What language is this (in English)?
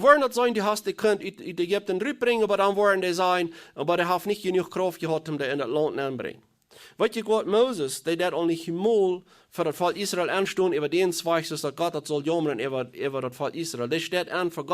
Plautdietsch